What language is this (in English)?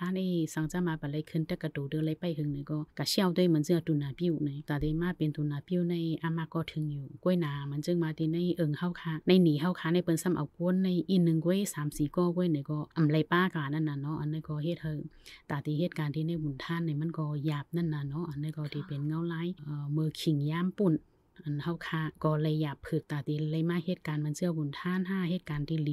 Shan